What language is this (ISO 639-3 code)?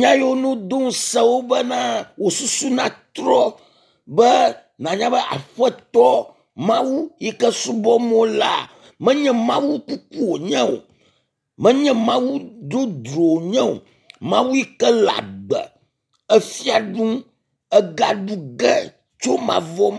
ewe